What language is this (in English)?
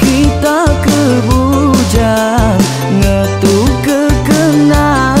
Iban